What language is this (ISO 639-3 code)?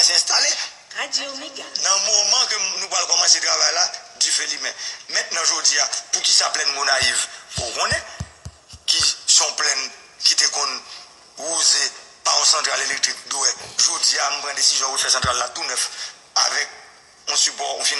hat